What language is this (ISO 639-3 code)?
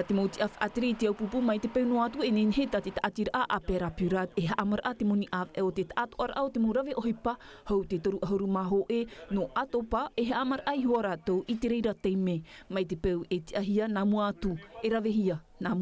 tah